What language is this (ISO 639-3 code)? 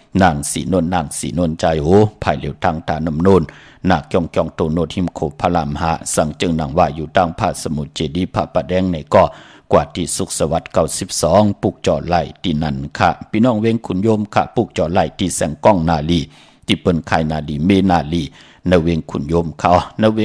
shn